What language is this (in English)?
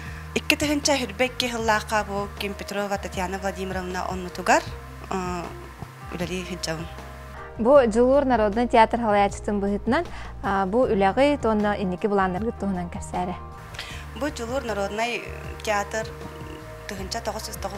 Yakut